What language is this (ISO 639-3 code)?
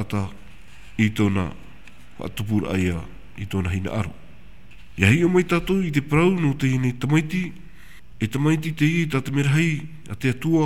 tah